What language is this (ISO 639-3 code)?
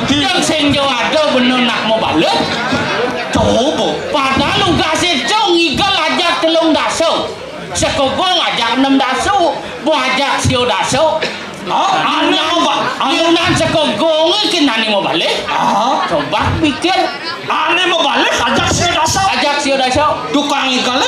ban